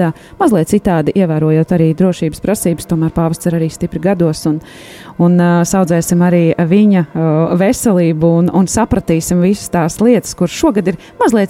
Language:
Latvian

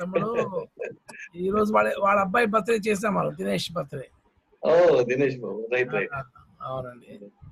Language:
Telugu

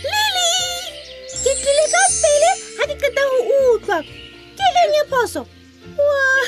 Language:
Southern Sotho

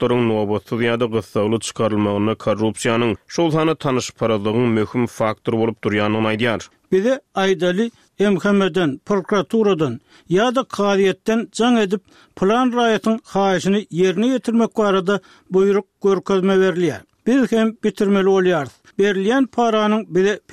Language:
Turkmen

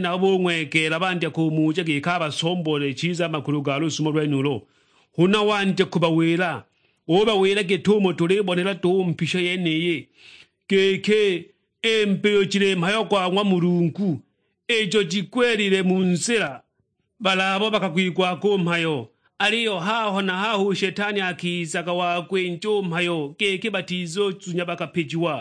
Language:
Sukuma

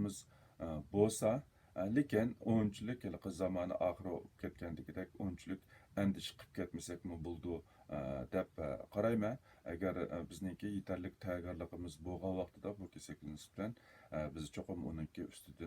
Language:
Uyghur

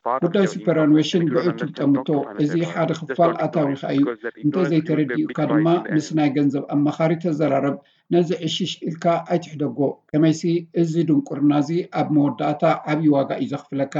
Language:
Tigrinya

